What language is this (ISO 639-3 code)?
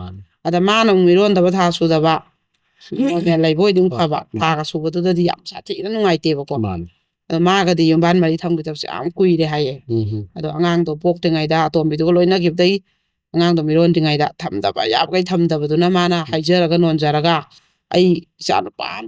mni